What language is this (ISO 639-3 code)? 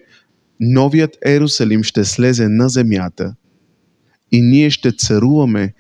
bul